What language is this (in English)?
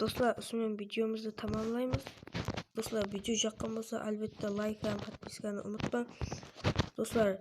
Kara-Kalpak